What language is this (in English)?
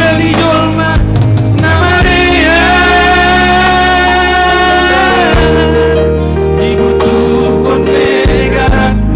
Batak Simalungun